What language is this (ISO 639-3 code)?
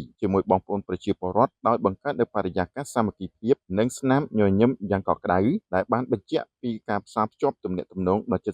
khm